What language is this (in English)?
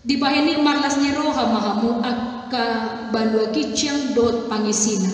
Batak Toba